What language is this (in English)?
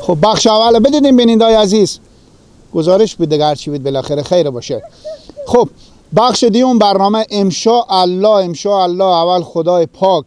Persian